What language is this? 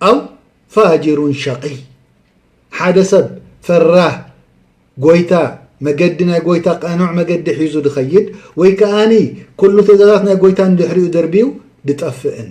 Tigrinya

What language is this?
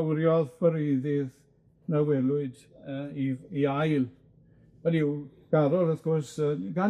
Welsh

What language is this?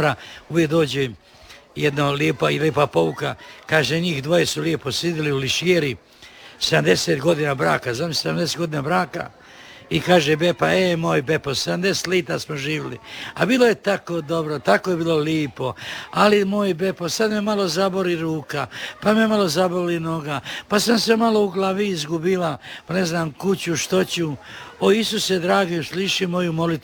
Croatian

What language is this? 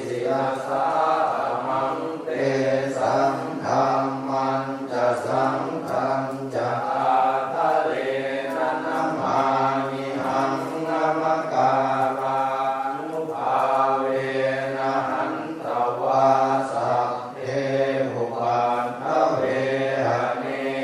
Pali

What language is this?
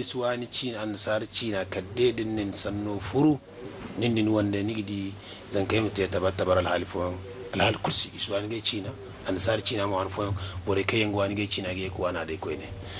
Zarma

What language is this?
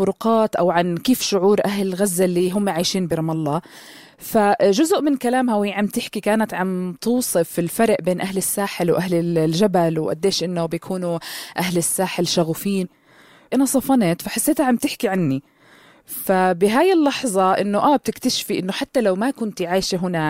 North Levantine Arabic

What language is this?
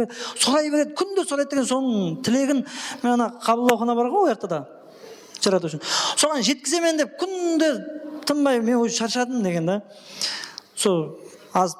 Kara-Kalpak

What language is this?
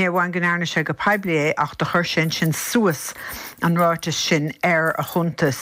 Irish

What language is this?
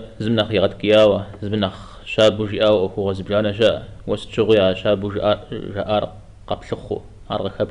Kabardian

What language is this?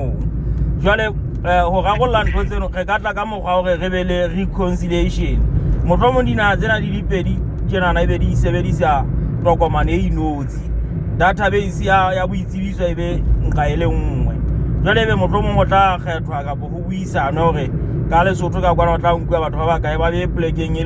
Southern Sotho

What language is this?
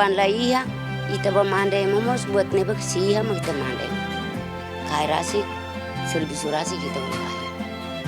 Tetum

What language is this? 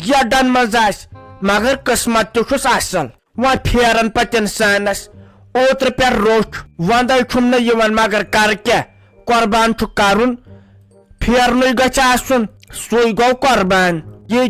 Kashmiri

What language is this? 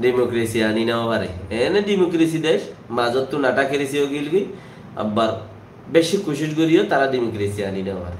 Rohingya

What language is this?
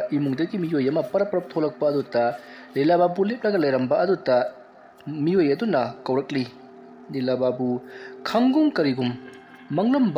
Manipuri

